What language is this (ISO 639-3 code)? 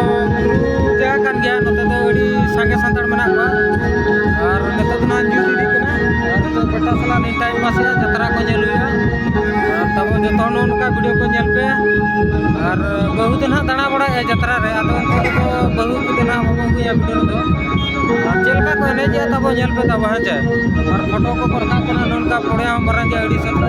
sat